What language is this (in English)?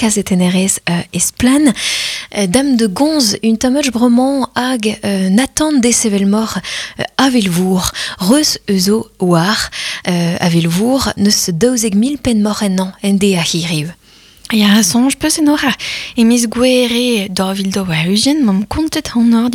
Breton